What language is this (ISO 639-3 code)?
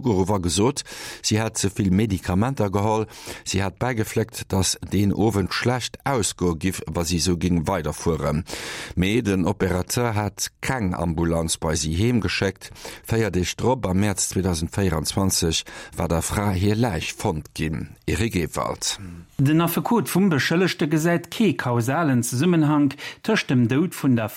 ltz